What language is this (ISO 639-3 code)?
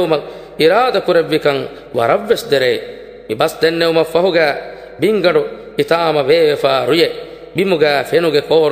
div